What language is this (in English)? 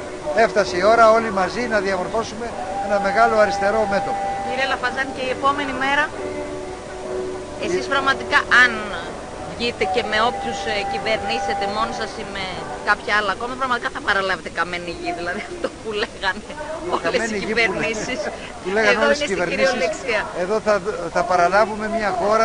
Greek